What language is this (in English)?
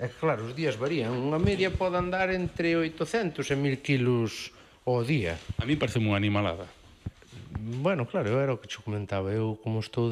Galician